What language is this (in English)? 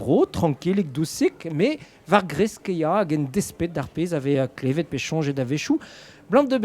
Breton